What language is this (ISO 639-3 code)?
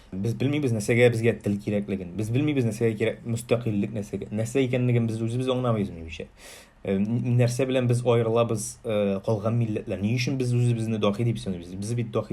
tat